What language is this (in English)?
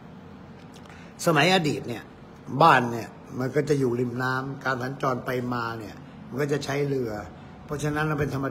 Thai